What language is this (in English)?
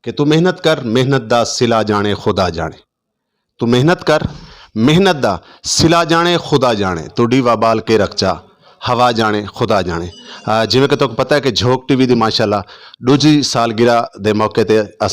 Saraiki